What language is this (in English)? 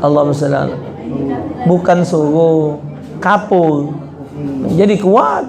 Musi